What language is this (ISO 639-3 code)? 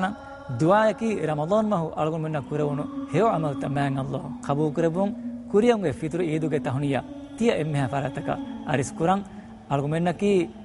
div